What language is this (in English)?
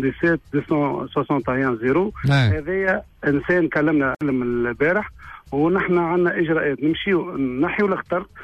Tunisian Arabic